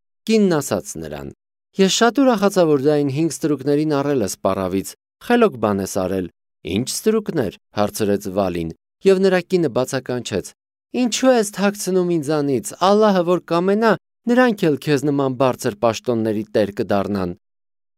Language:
Armenian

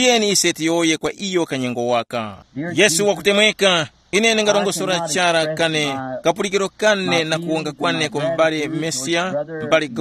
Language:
Tumbuka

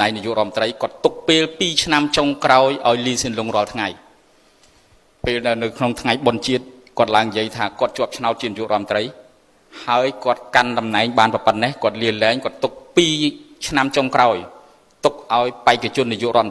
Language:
Khmer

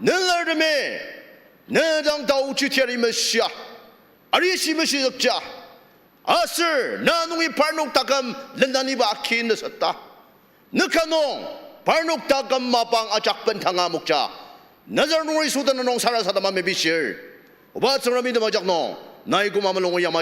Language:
Ao Naga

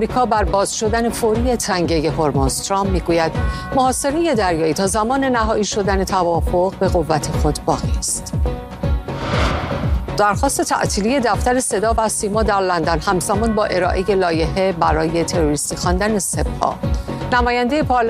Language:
Persian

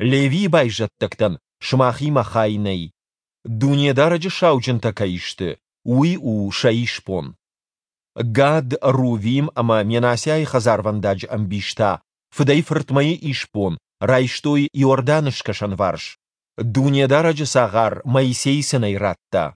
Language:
Ossetic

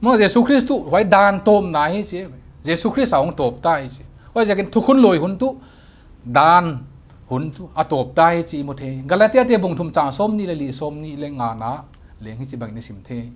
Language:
Paite Chin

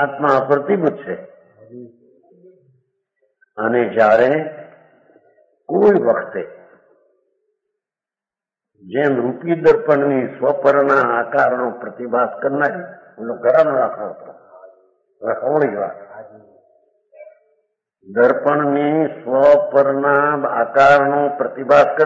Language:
Gujarati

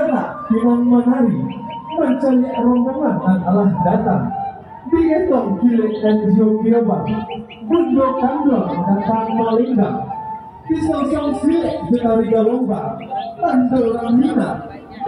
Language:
Minangkabau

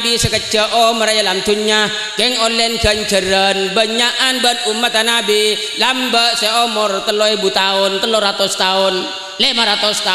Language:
Madurese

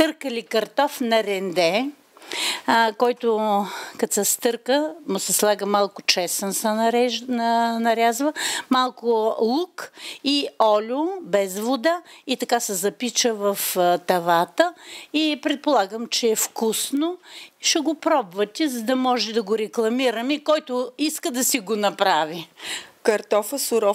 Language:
Bulgarian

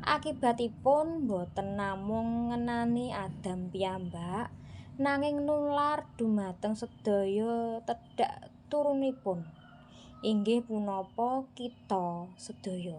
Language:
Javanese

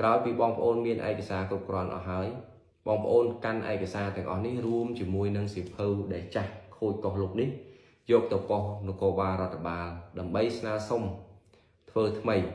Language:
Khmer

